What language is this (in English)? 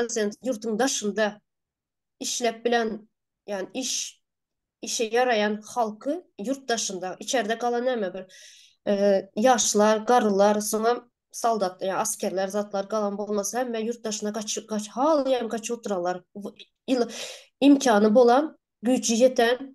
Turkmen